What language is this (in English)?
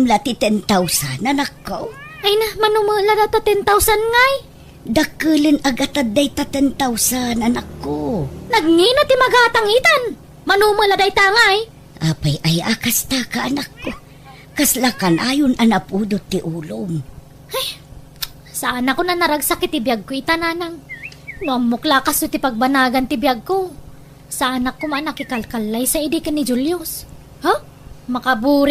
Iloko